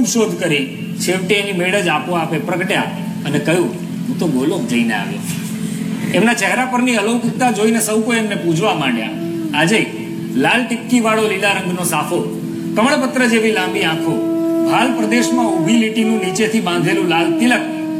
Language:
Gujarati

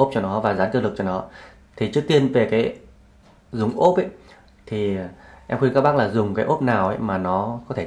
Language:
Vietnamese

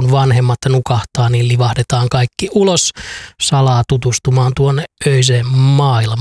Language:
Finnish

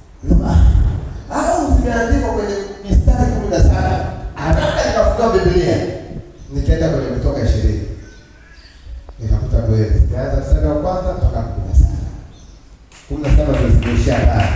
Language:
Swahili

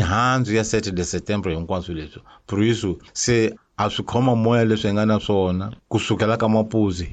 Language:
Tsonga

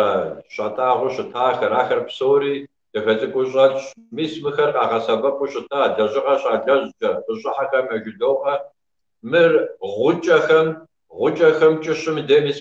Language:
Kabardian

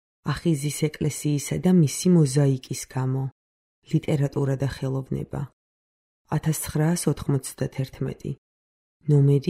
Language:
Georgian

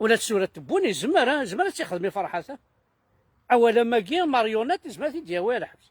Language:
Kabyle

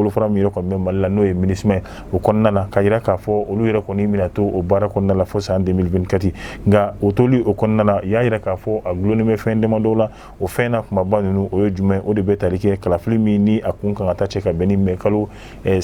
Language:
Bambara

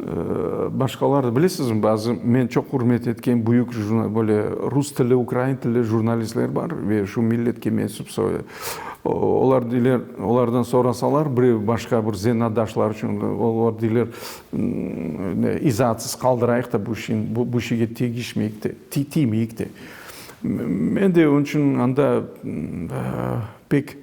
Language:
Crimean Tatar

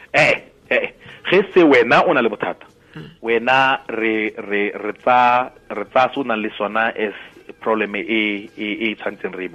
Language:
Tswana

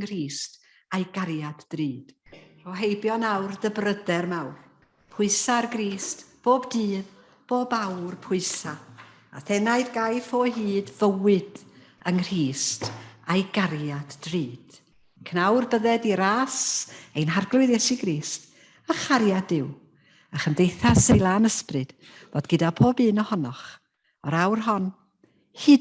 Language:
Welsh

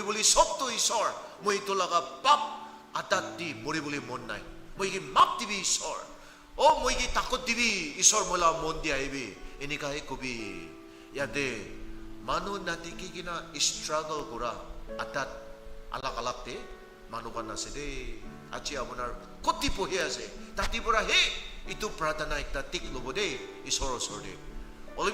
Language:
Naga Pidgin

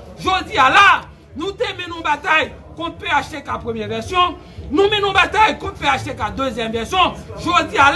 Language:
Haitian Creole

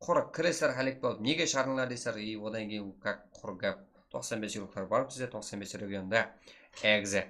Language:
Kara-Kalpak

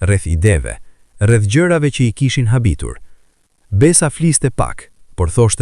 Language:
Albanian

